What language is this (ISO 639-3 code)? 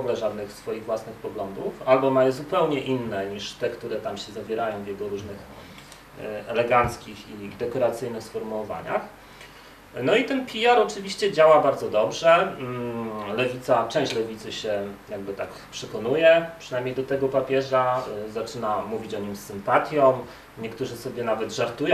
pol